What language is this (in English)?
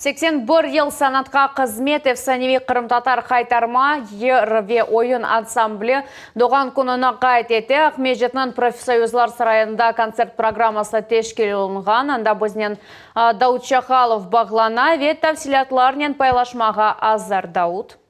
Crimean Tatar